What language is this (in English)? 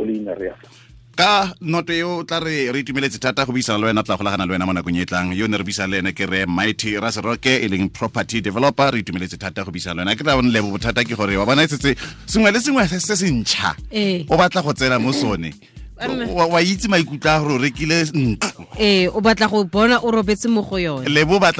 Tswana